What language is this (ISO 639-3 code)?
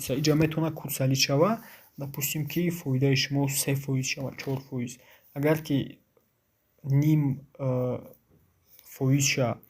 tgk